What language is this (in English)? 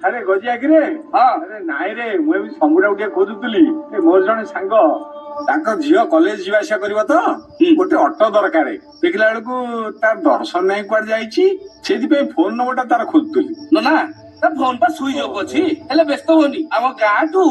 Odia